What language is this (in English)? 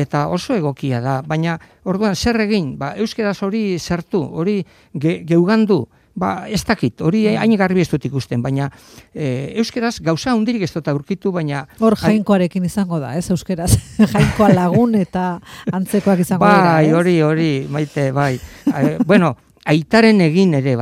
Basque